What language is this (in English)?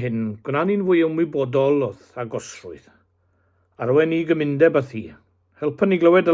Welsh